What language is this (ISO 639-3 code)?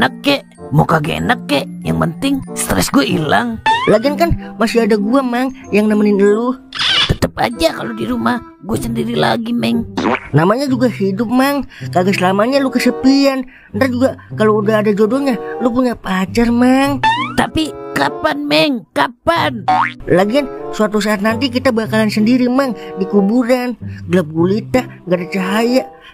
bew